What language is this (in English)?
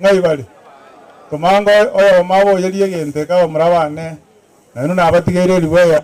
Gusii